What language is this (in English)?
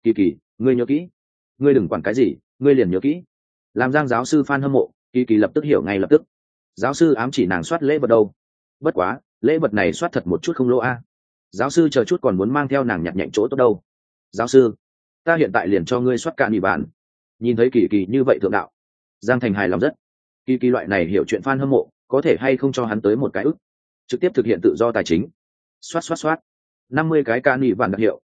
Vietnamese